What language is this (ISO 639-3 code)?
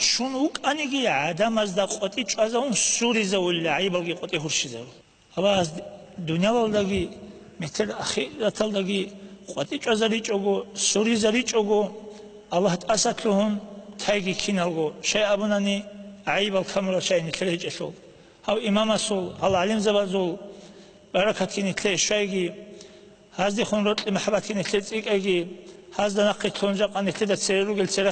ava